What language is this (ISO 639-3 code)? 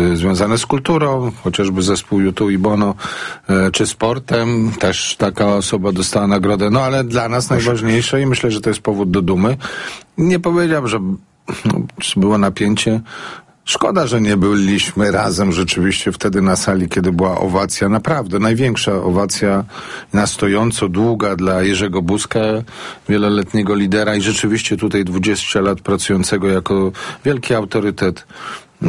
pol